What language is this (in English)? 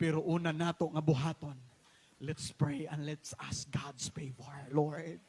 Cebuano